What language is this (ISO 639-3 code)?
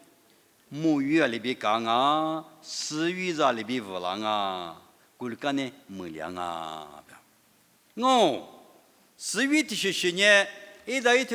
lis